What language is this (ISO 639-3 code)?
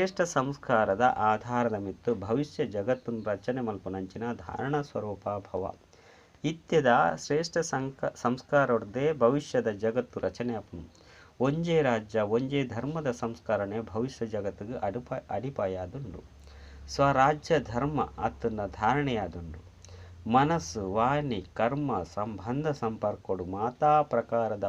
tcy